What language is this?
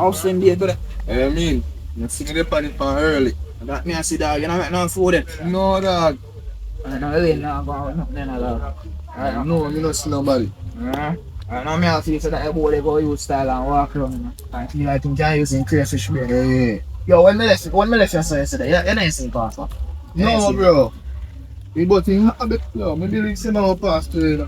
Jamaican Creole English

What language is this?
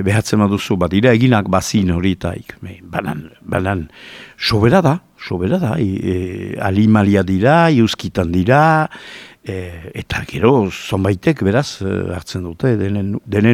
Basque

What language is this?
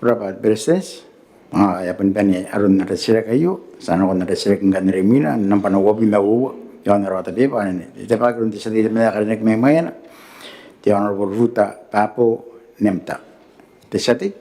Gilbertese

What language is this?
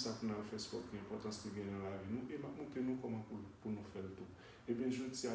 Haitian Creole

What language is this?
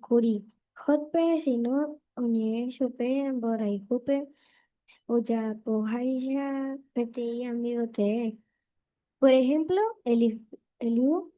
Guarani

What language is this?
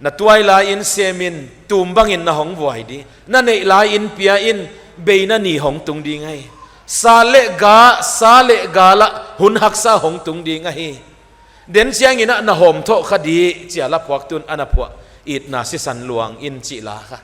Paite Chin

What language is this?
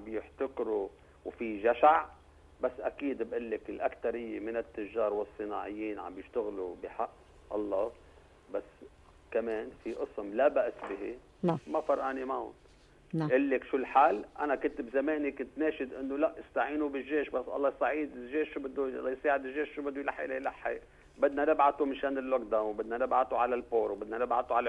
North Levantine Arabic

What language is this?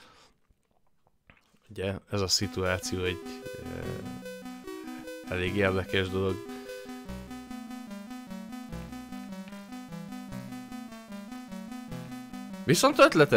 Hungarian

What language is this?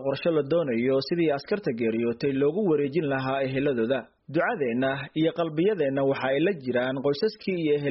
Somali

